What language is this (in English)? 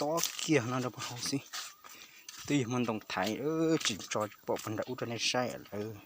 Hmong